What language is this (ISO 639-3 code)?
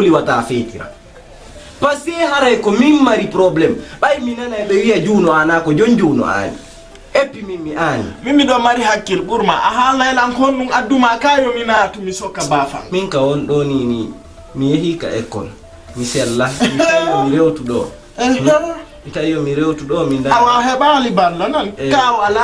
ful